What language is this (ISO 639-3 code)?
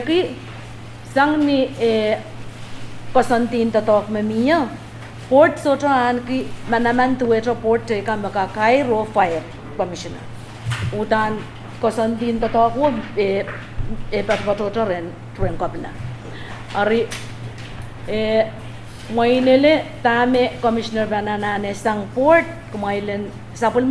pon